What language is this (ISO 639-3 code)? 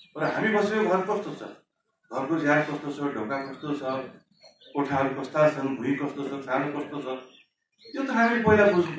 nep